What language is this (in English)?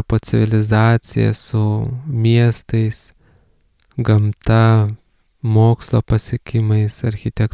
Lithuanian